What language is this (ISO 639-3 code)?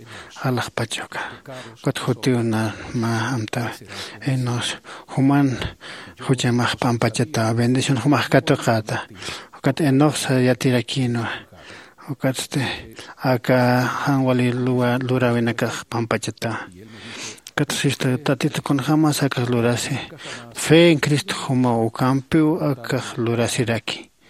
aym